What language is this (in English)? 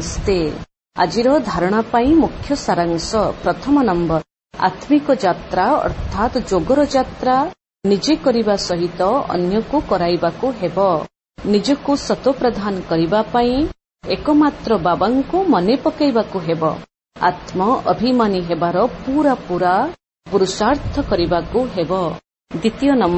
Odia